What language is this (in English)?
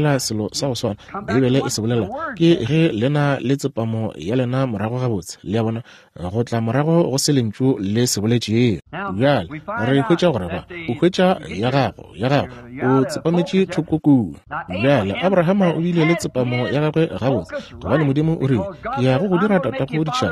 Northern Sotho